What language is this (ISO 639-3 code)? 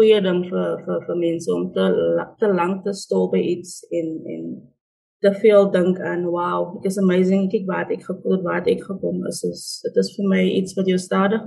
afr